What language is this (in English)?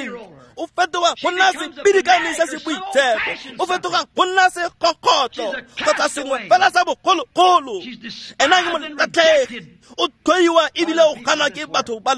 Tswana